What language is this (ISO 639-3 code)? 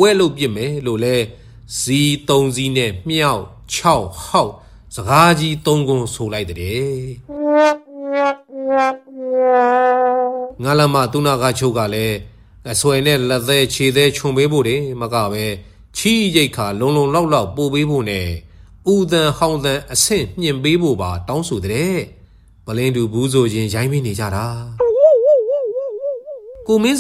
mya